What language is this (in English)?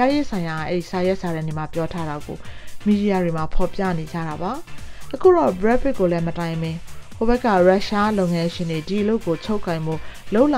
Burmese